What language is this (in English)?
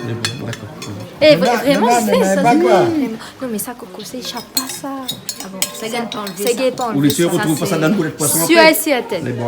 Réunion Creole French